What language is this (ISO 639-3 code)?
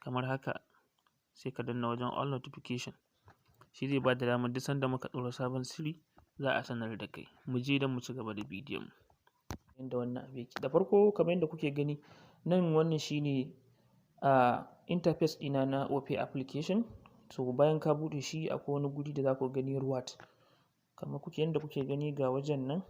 hau